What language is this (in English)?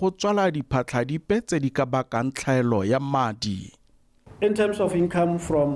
Tswana